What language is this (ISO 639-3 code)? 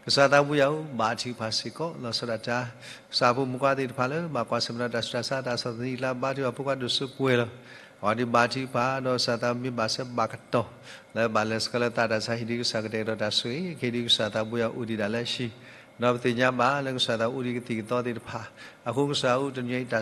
ksw